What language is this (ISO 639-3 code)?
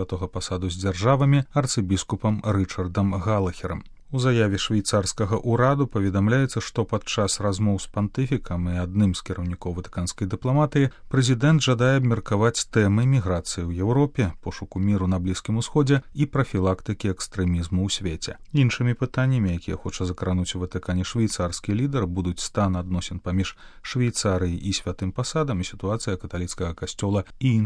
bel